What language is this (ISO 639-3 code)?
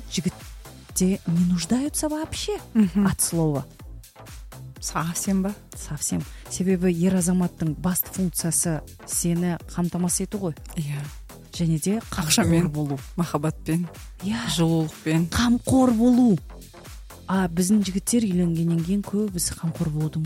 kaz